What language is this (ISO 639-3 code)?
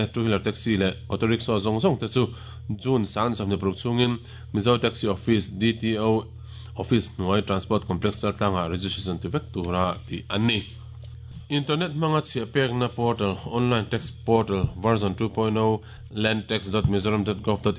lus